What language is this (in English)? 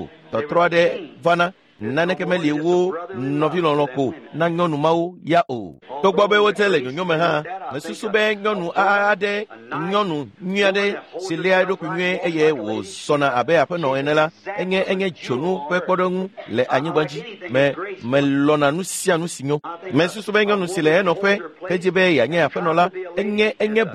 Ewe